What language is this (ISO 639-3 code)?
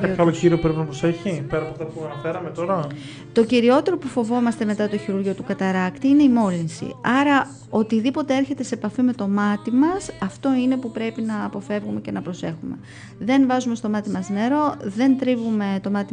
ell